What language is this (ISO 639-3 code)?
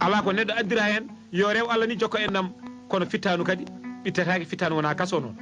ful